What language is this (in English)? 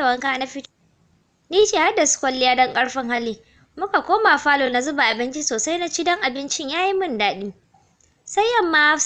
Hausa